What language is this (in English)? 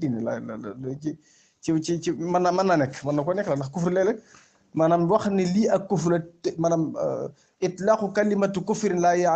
Wolof